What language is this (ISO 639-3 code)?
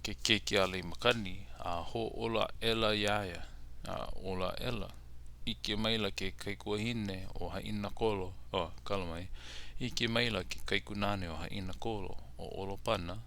haw